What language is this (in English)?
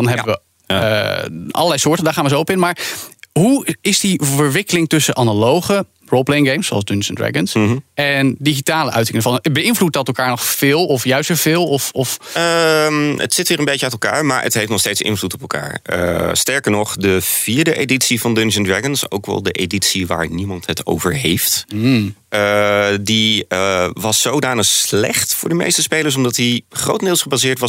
Dutch